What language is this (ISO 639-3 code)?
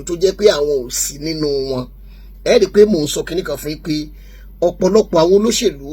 yor